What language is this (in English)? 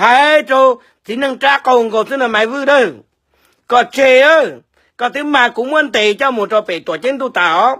Hmong